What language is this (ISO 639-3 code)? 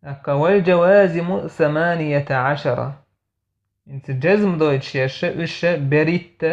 che